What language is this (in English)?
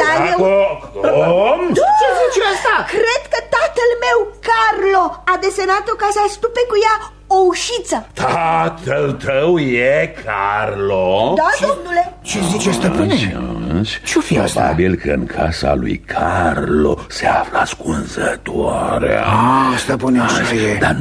Romanian